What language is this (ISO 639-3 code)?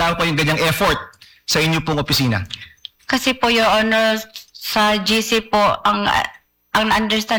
fil